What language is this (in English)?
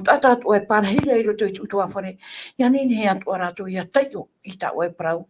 Tahitian